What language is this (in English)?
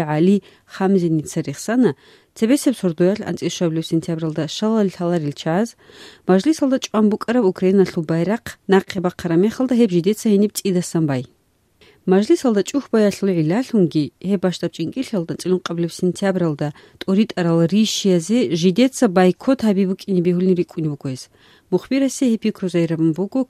Avaric